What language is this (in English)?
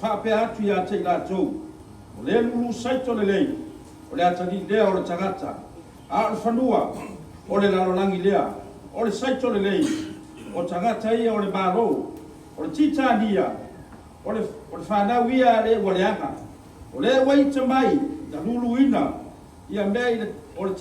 Samoan